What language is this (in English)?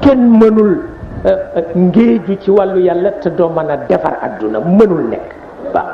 Wolof